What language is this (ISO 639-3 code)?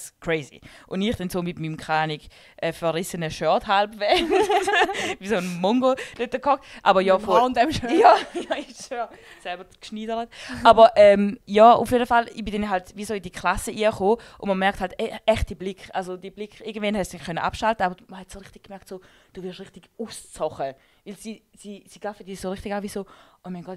gsw